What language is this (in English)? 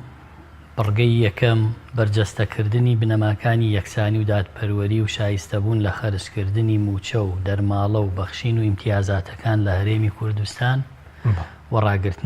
Central Kurdish